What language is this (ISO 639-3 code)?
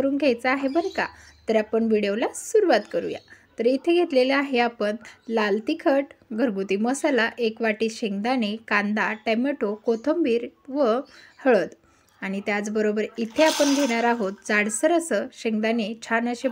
mar